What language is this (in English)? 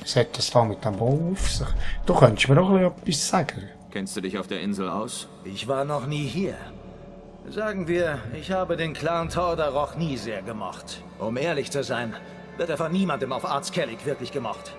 Swiss German